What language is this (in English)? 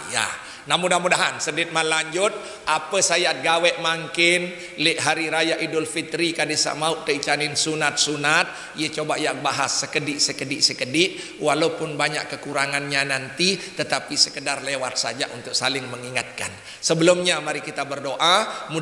Sasak